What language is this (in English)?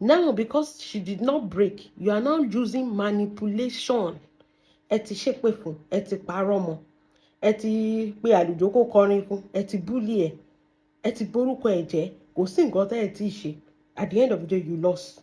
Yoruba